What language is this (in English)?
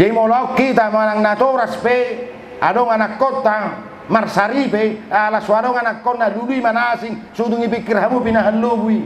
Batak Toba